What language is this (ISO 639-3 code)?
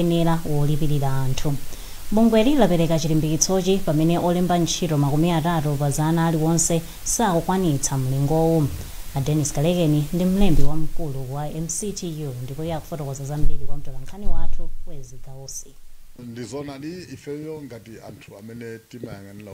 nya